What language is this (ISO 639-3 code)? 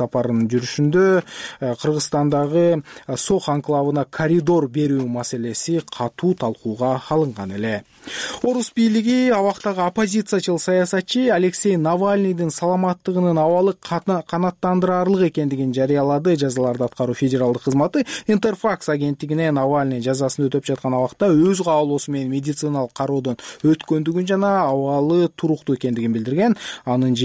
kir